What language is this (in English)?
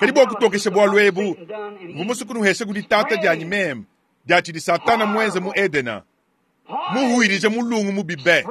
Luba-Lulua